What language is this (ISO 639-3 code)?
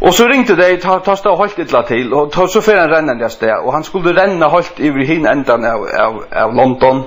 fao